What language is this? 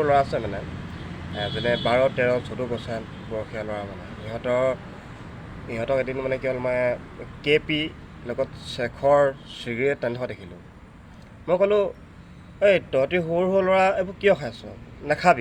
Assamese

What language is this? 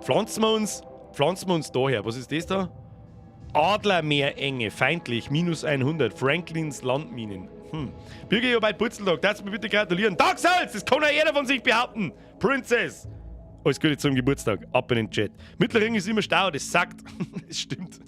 Bavarian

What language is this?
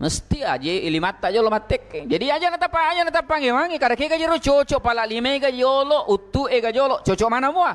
Buginese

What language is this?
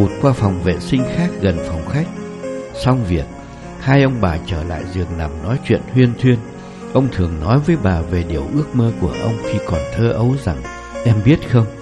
Vietnamese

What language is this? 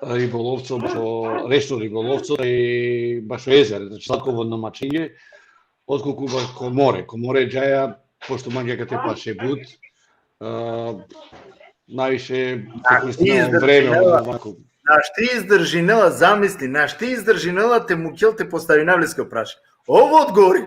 Balkan Romani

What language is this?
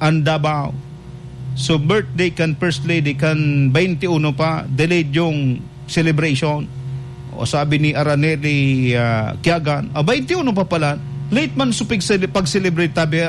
Bikol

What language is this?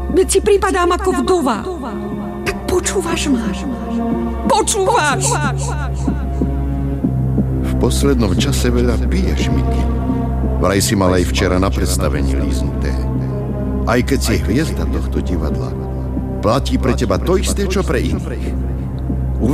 Slovak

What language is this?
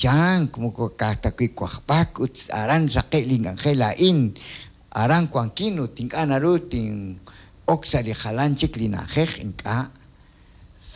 Kekchí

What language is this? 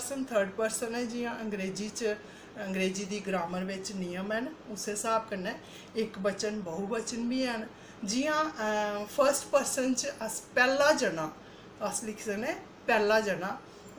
Dogri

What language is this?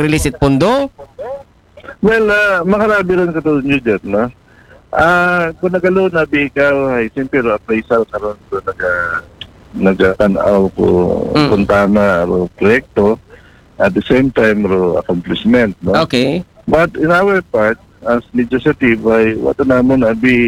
Aklanon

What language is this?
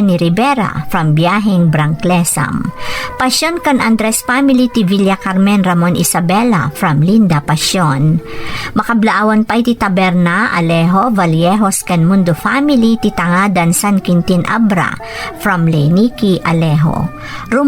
Iloko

